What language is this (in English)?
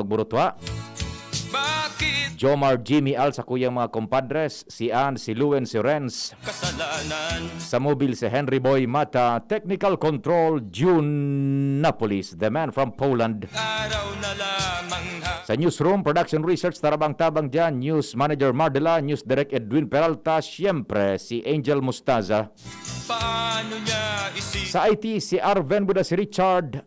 Bikol